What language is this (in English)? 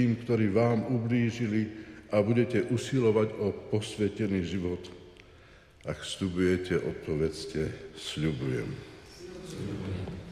Slovak